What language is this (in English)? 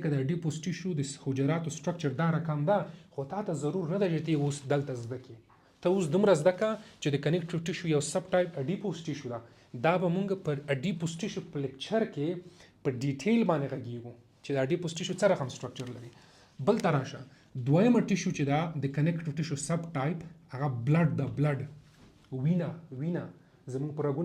Pashto